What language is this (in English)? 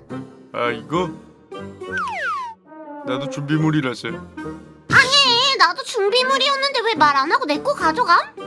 Korean